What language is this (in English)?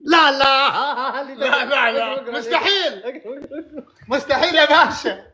Egyptian Arabic